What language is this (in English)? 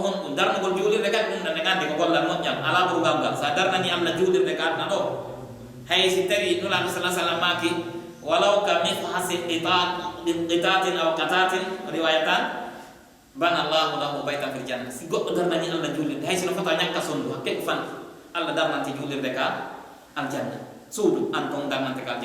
Pular